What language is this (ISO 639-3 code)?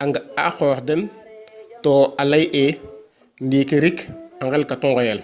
srr